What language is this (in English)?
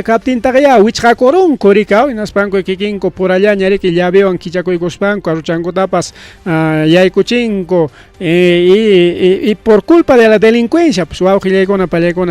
Ayacucho Quechua